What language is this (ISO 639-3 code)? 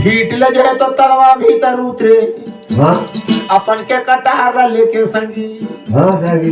hne